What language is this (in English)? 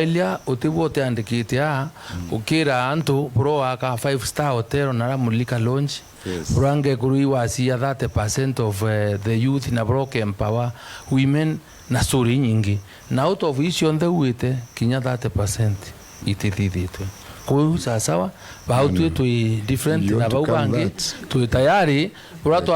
Meru